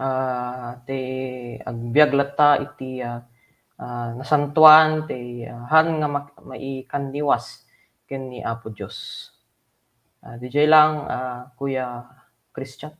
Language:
Iloko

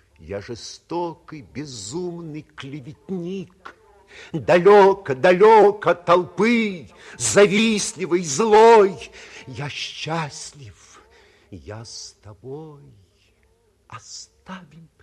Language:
Russian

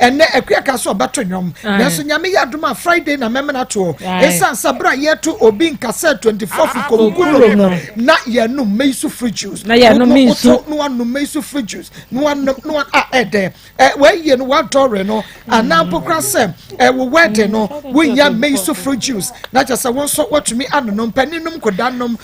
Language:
Akan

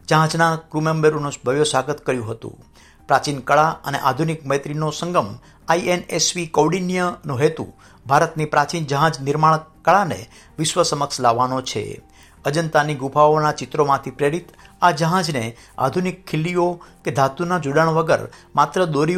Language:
Gujarati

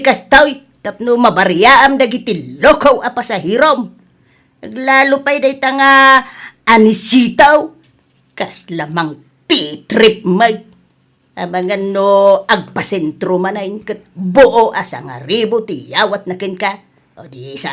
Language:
Iloko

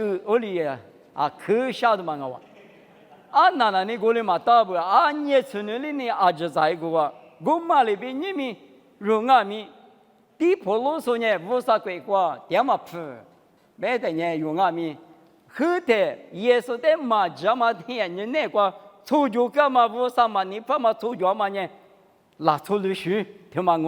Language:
Lisu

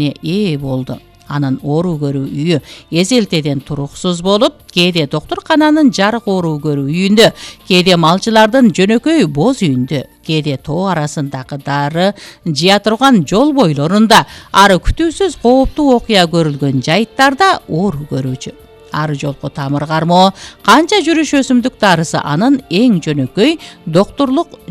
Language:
Kyrgyz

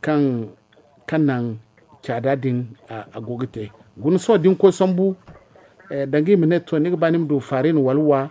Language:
Zarma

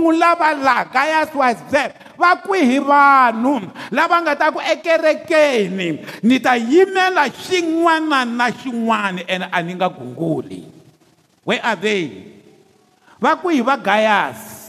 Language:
Tsonga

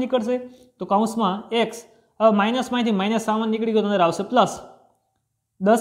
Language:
Gujarati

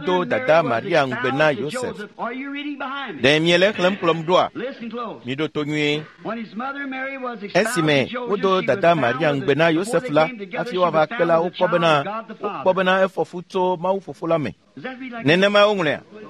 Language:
Ewe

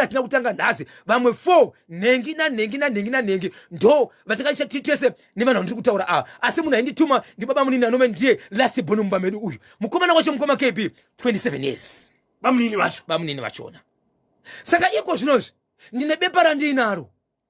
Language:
Shona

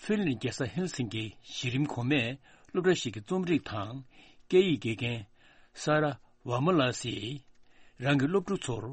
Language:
Tibetan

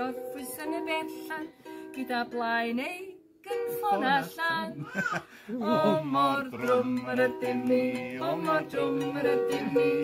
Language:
Welsh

